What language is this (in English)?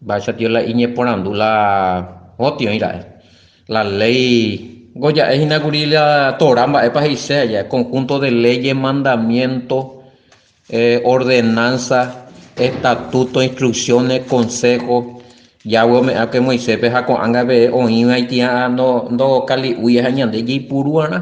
Guarani